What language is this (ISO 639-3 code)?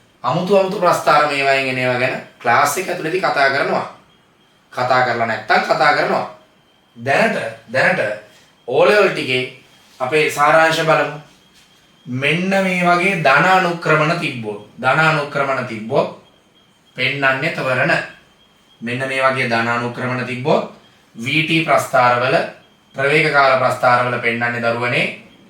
sin